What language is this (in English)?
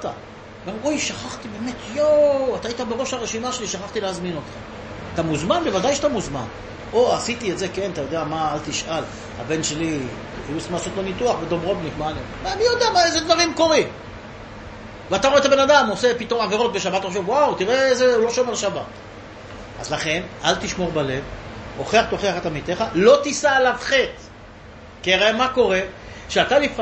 Hebrew